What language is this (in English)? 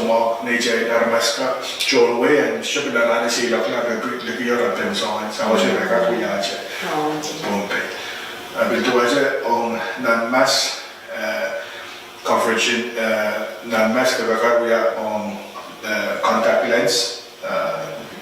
Pohnpeian